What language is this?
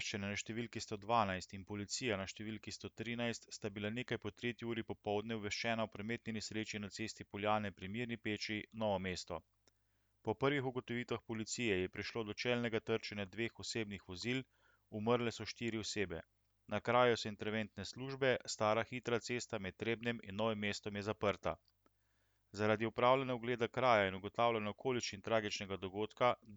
Slovenian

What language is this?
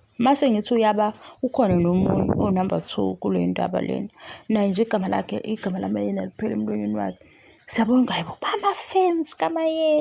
Zulu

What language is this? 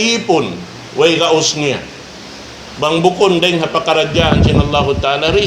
Tausug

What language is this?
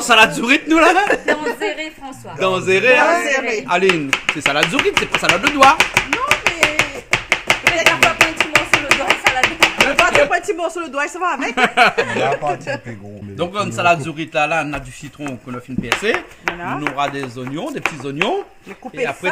Réunion Creole French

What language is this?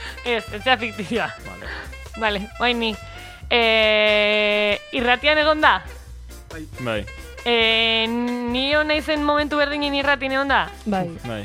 Basque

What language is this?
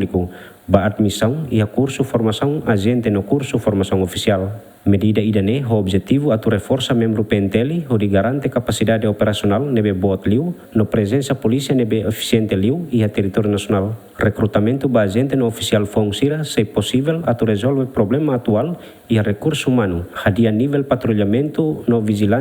Tetum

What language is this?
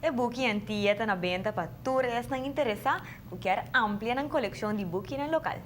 Papiamento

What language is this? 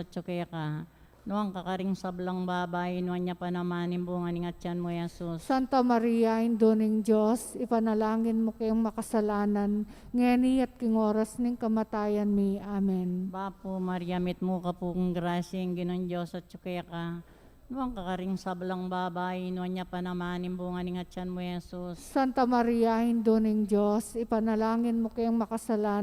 Pampanga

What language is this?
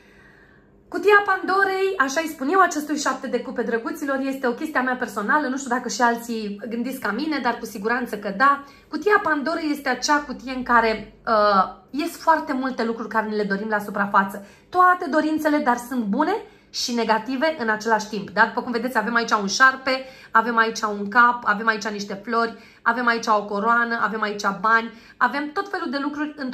Romanian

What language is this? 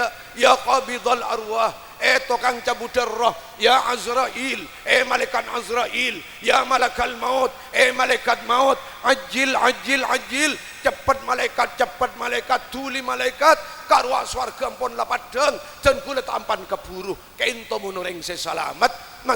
Madurese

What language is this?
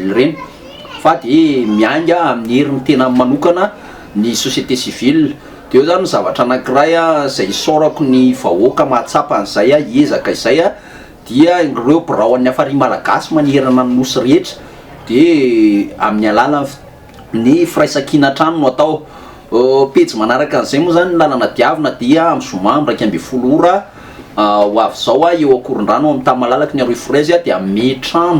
Malagasy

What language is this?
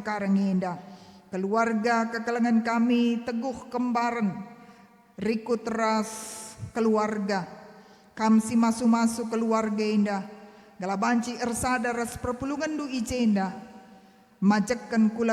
Batak Karo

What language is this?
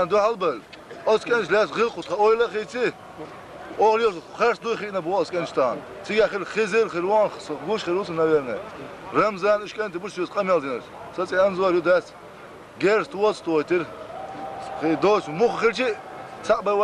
Chechen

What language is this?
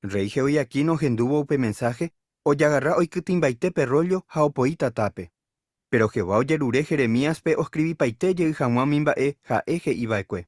Guarani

